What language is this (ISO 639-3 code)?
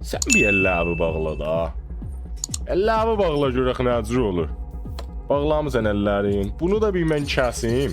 azb